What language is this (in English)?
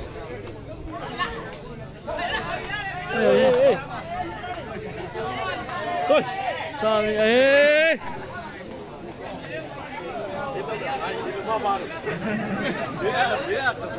Burmese